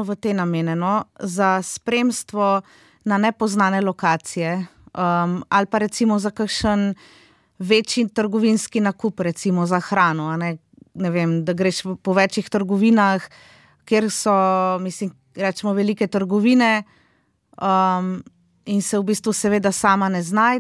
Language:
Slovenian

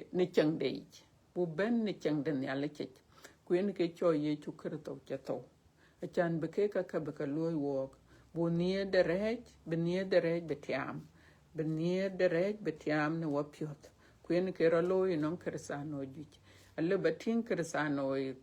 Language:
Dinka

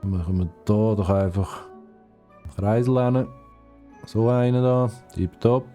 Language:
Swiss German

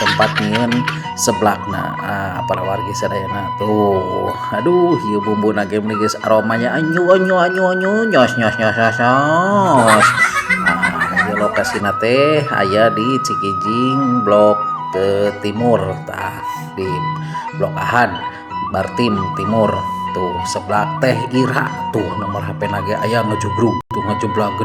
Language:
Sundanese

